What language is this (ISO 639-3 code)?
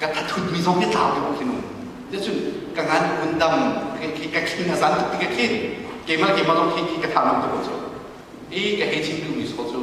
cnh